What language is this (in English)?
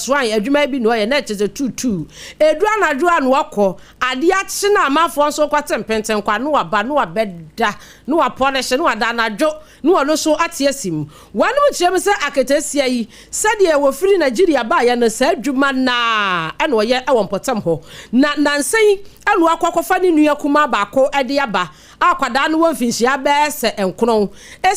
Akan